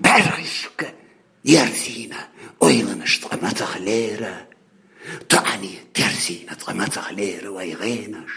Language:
Chechen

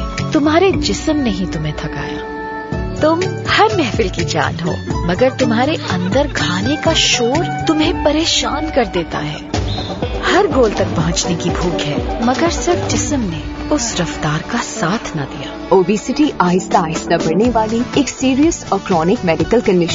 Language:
Urdu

